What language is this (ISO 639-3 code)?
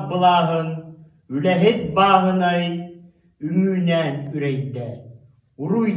sah